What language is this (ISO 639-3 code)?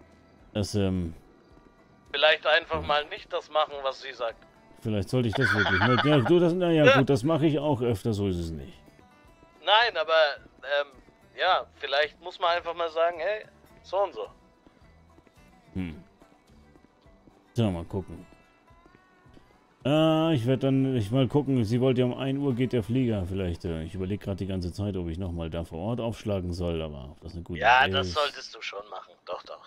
deu